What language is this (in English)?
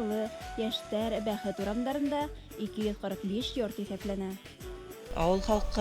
Bashkir